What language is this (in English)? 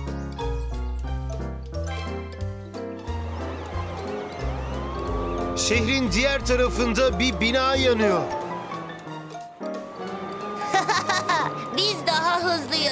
Turkish